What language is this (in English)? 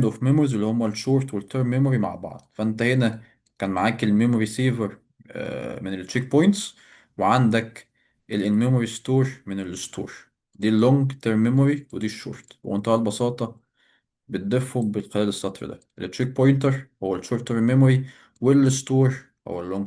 Egyptian Arabic